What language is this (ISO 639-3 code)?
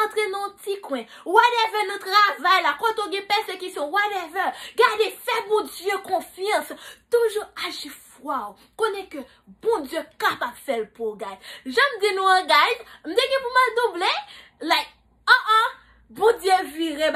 hat